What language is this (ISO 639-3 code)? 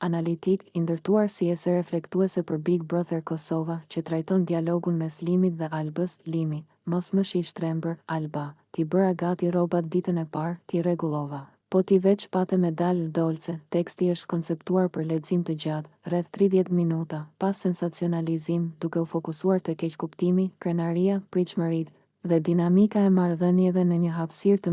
sqi